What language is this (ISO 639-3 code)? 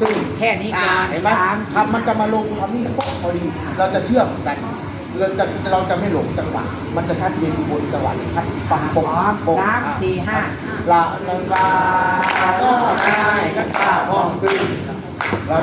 lao